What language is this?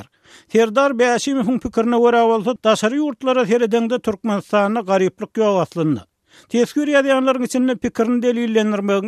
Turkmen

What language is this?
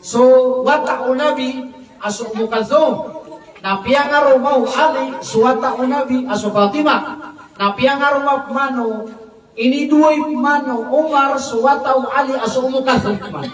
Maranao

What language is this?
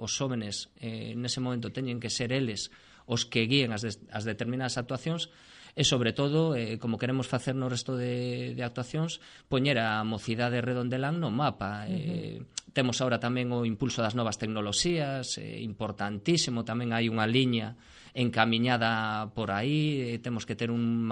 Galician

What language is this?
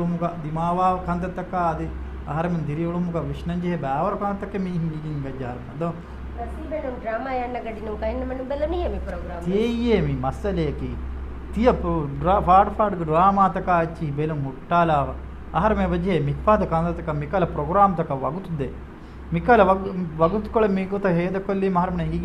Divehi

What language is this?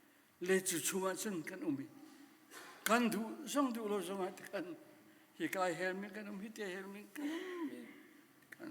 Hakha Chin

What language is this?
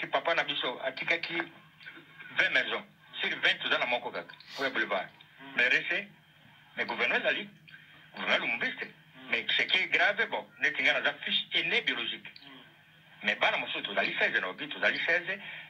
Lingala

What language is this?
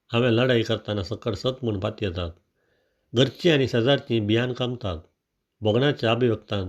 Konkani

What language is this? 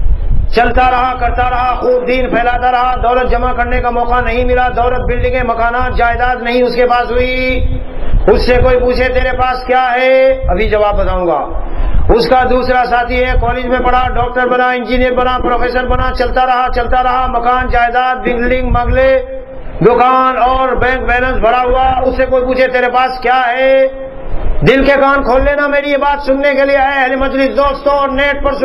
Urdu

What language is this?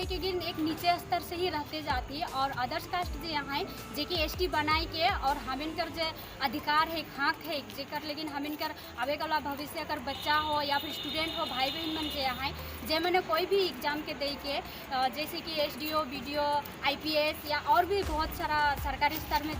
Sadri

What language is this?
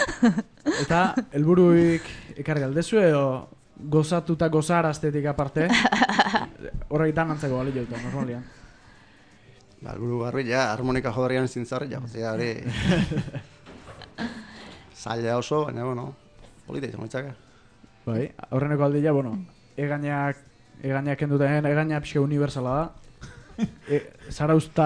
Basque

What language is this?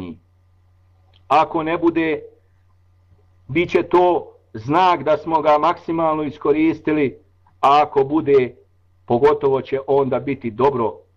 Bosnian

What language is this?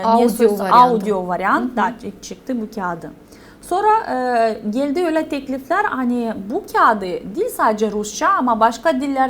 Gagauz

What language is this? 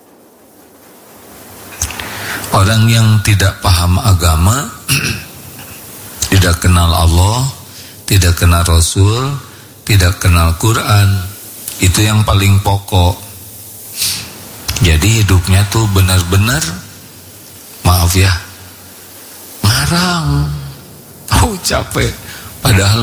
Indonesian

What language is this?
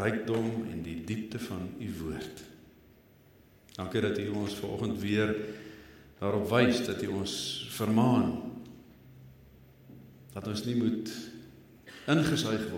Afrikaans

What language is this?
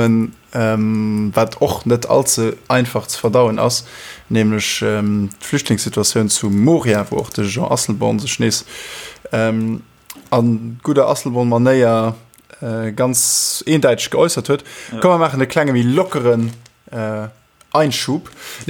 Luxembourgish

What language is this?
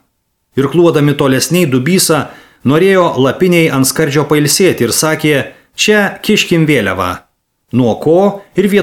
Lithuanian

